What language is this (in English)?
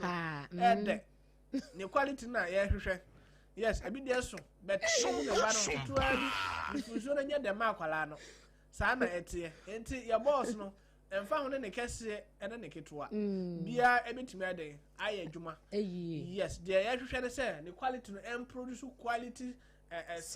Akan